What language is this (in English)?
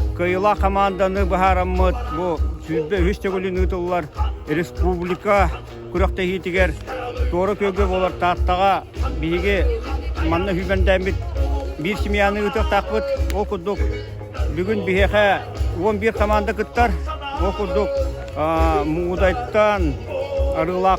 Yakut